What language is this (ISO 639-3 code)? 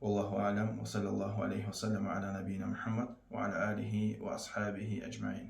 kum